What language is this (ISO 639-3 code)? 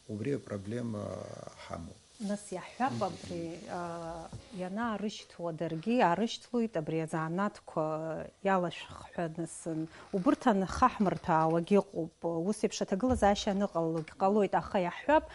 abk